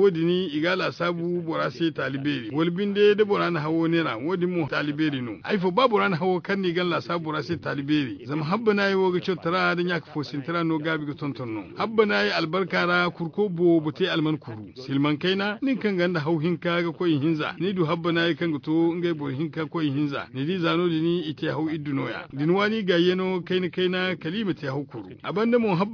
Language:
Zarma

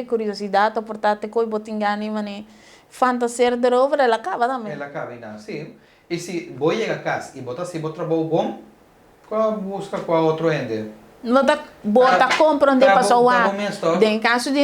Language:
Papiamento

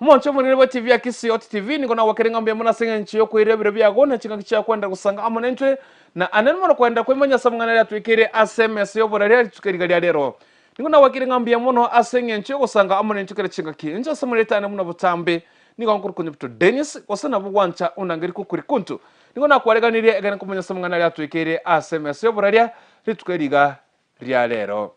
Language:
Gusii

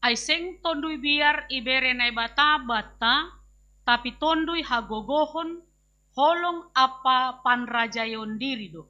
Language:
Batak Simalungun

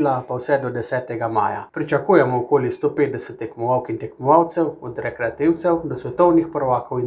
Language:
Slovenian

